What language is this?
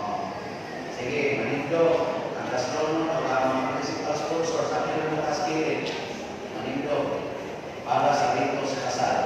Cebuano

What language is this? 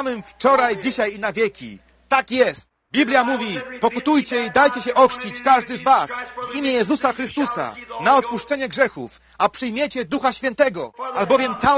Polish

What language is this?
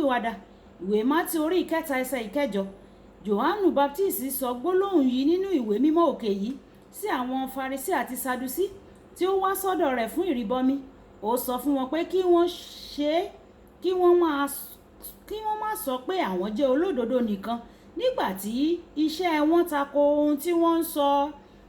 Yoruba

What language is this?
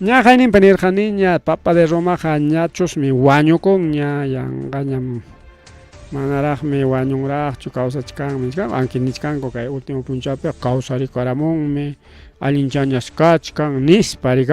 Ayacucho Quechua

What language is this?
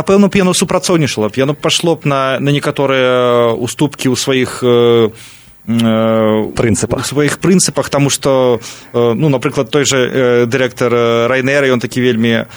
Belarusian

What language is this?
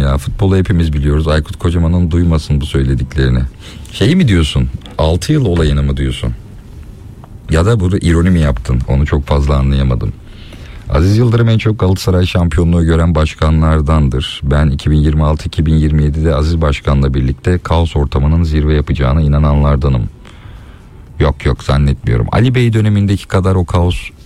Turkish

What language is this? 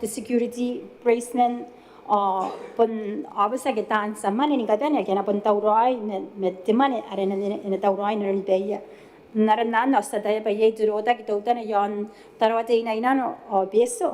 Gilbertese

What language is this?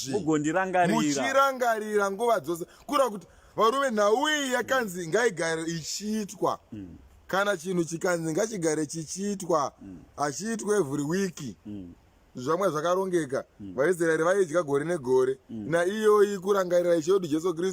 Shona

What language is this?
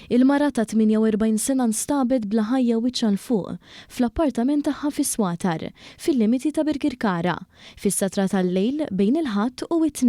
Maltese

